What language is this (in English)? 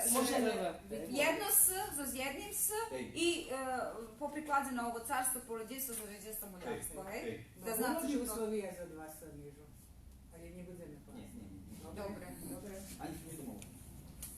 Rusyn